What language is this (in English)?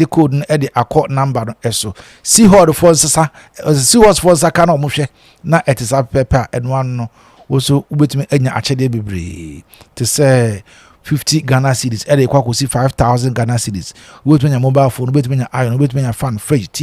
Akan